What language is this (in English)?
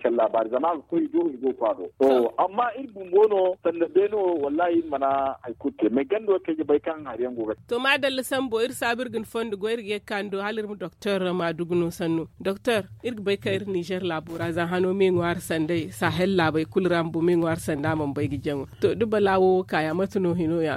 Zarma